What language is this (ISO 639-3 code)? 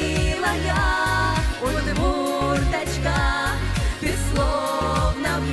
udm